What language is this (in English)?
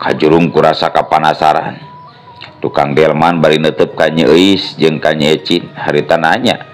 Sundanese